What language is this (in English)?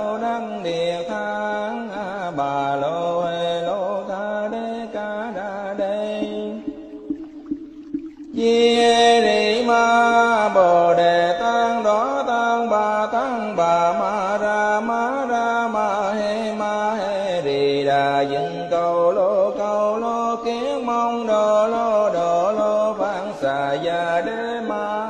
Vietnamese